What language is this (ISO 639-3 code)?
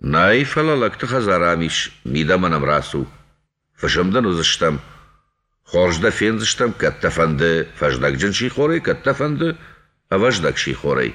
oss